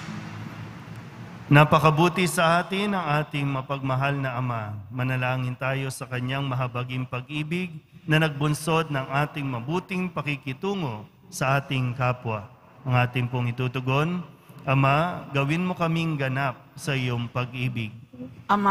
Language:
Filipino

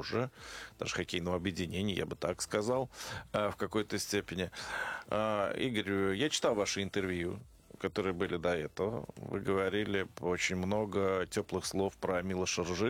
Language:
Russian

